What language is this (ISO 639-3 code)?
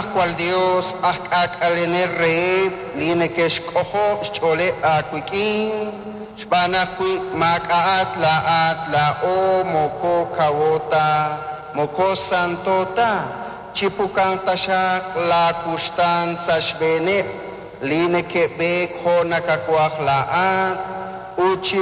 kek